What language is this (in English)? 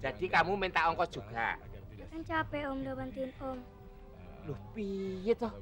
Betawi